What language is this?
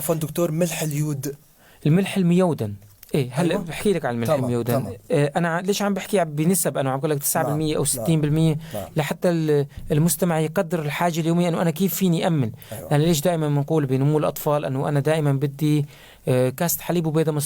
North Levantine Arabic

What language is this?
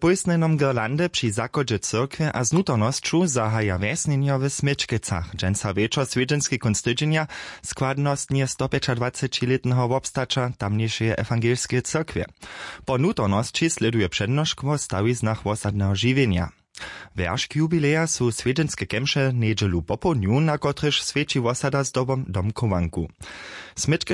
Upper Sorbian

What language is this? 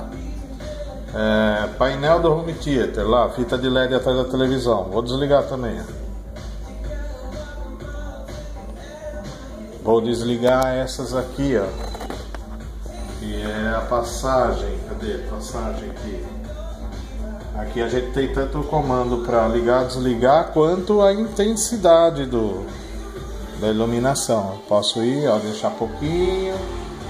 Portuguese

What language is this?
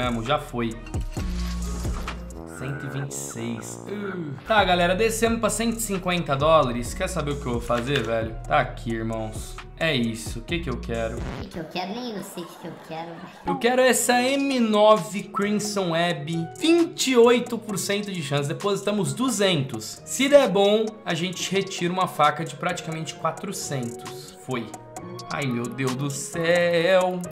Portuguese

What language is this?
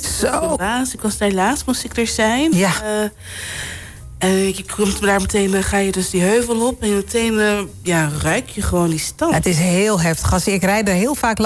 Dutch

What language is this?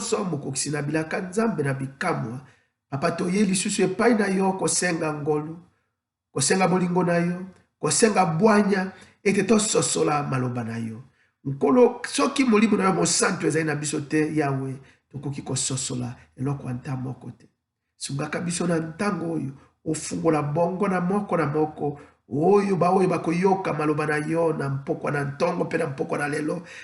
Lingala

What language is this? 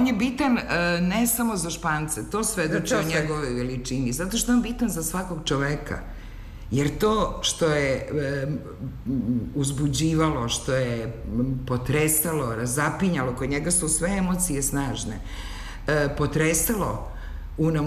Serbian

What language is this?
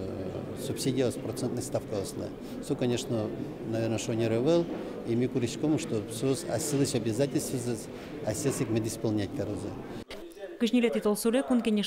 Udmurt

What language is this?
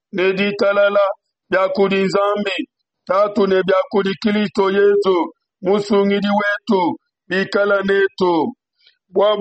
Luba-Lulua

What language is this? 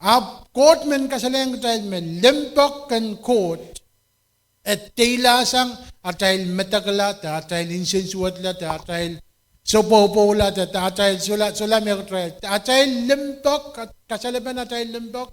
Pohnpeian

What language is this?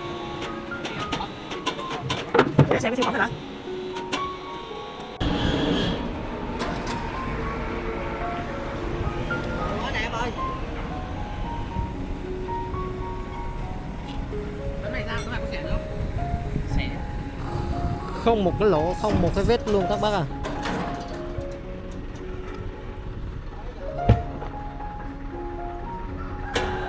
Vietnamese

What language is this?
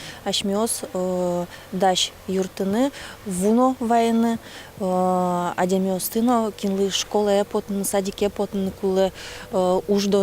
Udmurt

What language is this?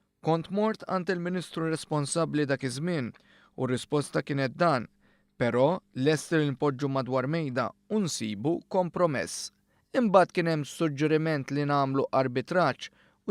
Maltese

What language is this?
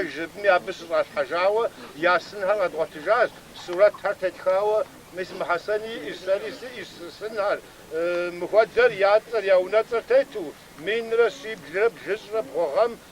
Kabardian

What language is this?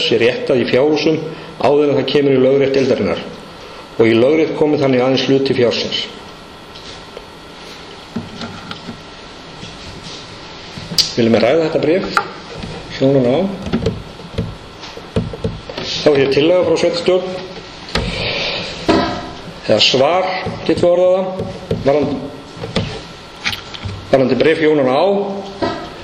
Icelandic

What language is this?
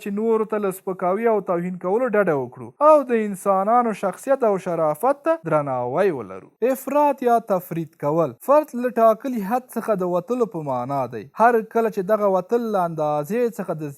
Pashto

